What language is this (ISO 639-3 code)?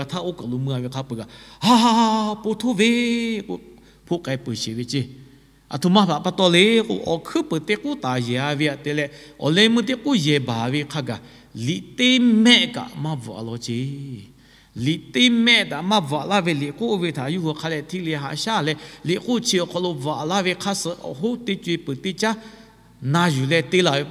lhu